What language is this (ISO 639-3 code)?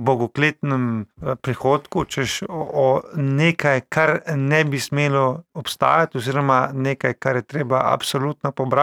slv